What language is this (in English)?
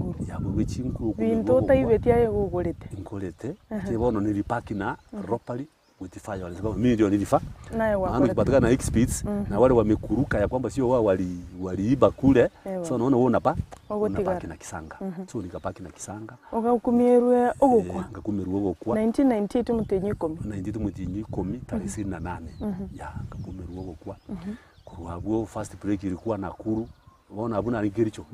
Gusii